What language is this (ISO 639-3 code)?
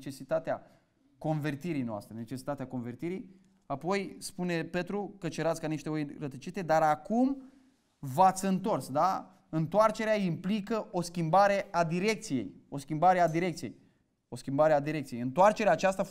ron